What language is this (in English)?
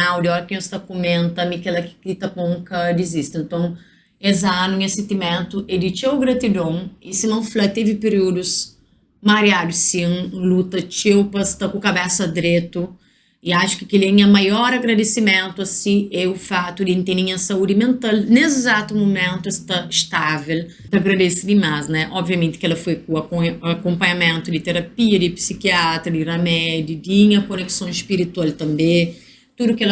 Kabuverdianu